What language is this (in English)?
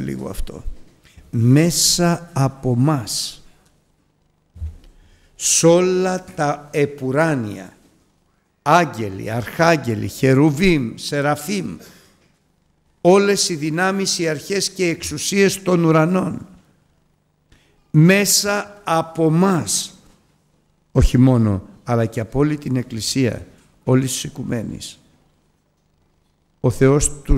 Greek